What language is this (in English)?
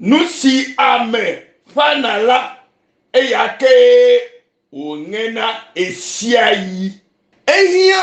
Ewe